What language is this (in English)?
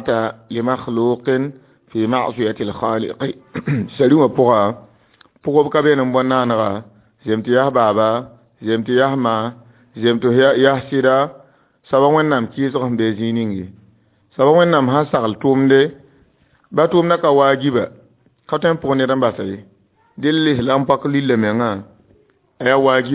Mossi